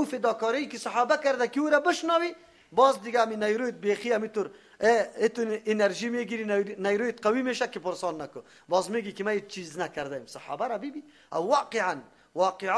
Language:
Persian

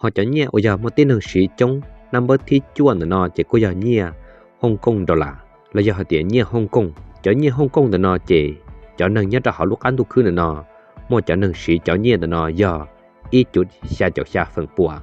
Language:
Hmong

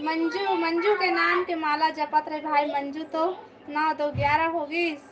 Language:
Chhattisgarhi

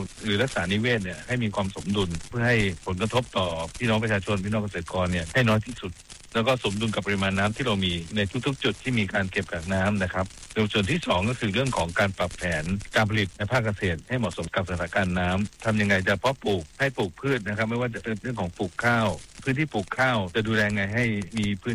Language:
Thai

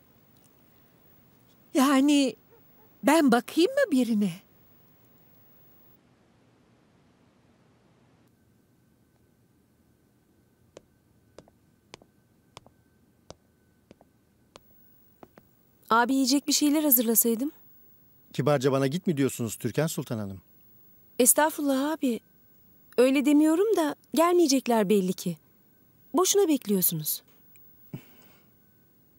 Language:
Turkish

